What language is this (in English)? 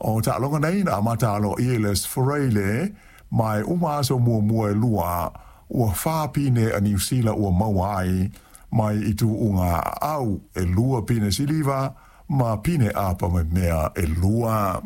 Samoan